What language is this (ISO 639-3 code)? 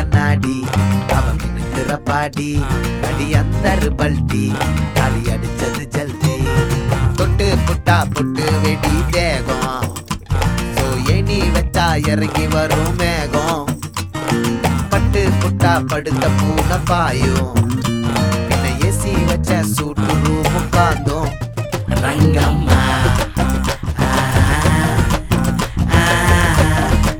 tam